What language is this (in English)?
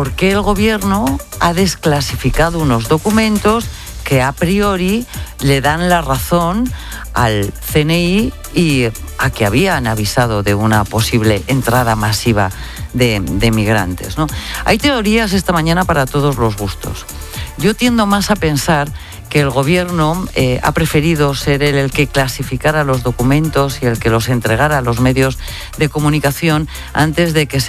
Spanish